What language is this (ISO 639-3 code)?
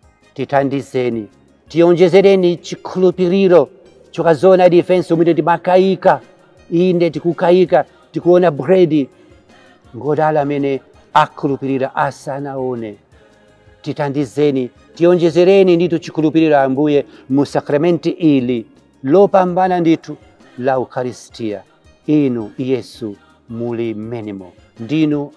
nya